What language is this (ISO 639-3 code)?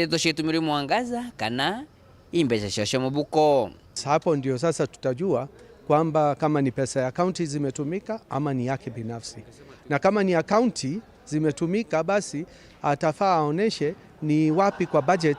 mer